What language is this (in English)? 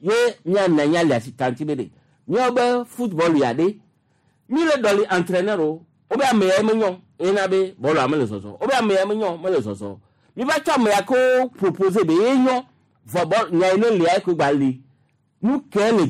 Gen